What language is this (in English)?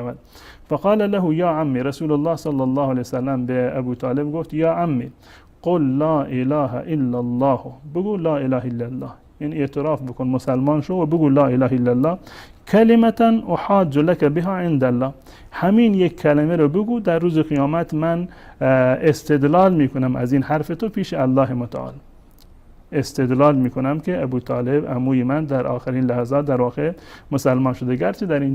Persian